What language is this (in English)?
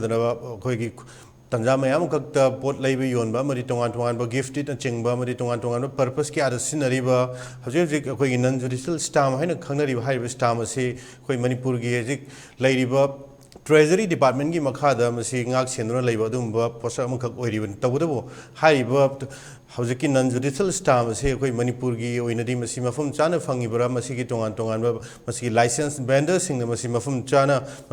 Manipuri